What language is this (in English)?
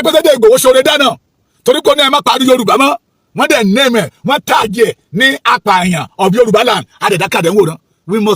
Yoruba